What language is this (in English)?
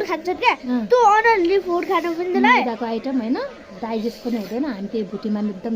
Nepali